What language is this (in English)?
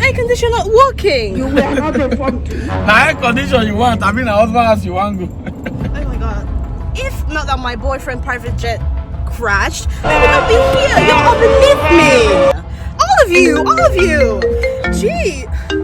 Nigerian Pidgin